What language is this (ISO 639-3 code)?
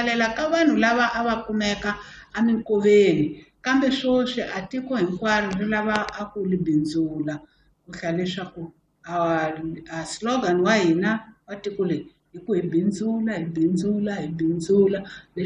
tso